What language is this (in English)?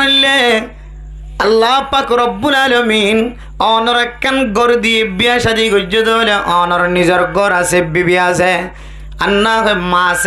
Rohingya